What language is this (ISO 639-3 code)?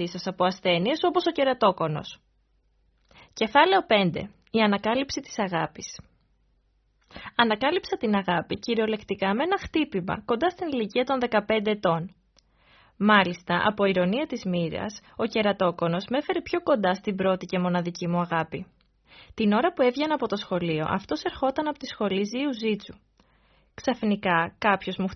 ell